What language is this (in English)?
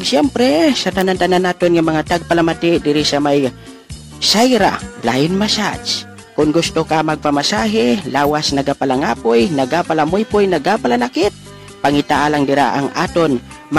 Hiligaynon